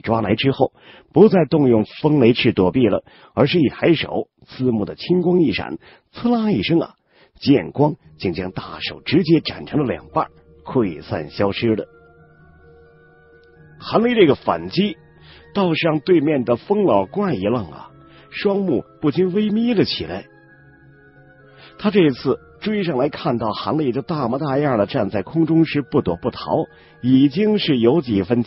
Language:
Chinese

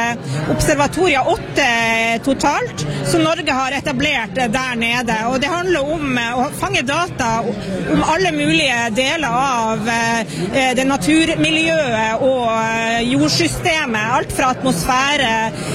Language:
Norwegian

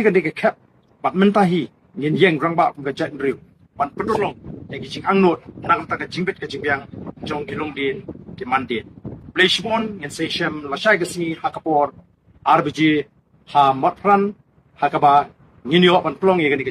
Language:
Khasi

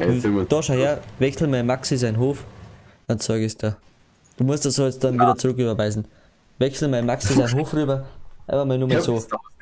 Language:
Bavarian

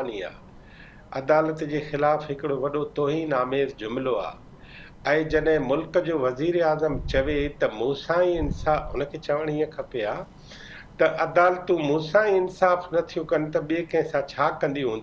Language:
Sindhi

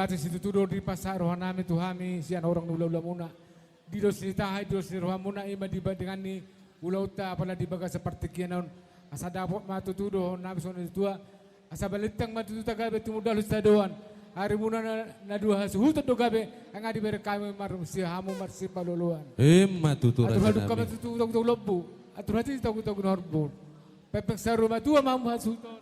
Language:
Batak Toba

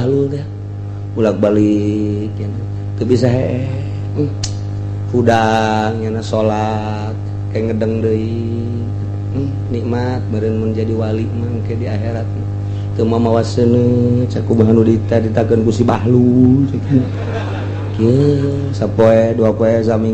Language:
Sundanese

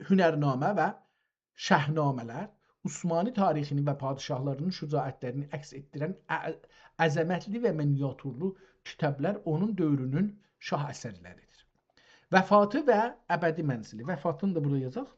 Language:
South Azerbaijani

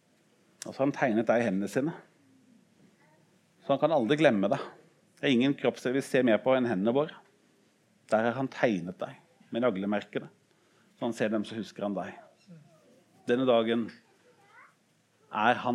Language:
Norwegian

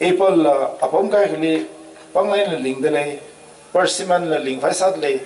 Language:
Tangkhul Naga (India)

